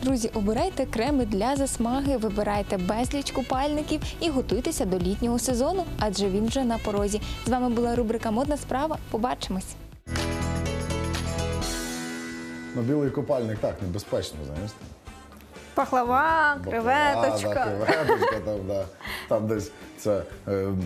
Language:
Ukrainian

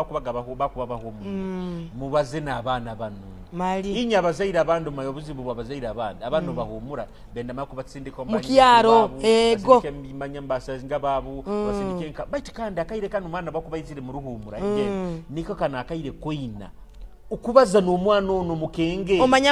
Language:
Nyoro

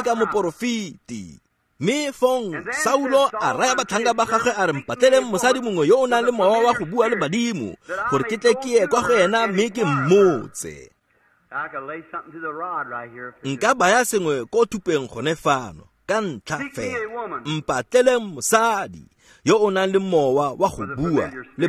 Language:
Tswana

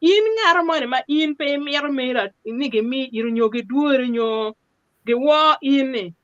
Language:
Acoli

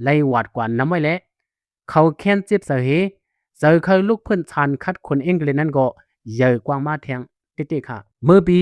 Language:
Shan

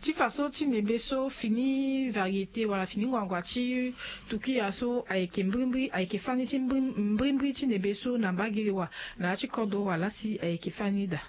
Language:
Sango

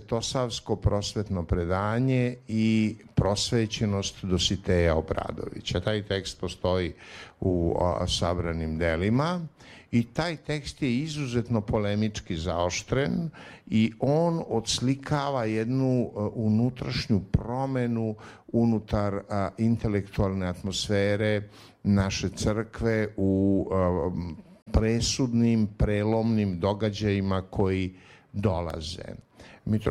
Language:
Serbian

